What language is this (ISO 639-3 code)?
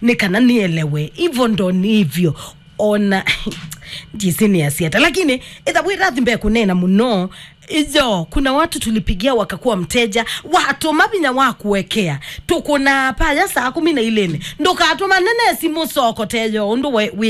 kam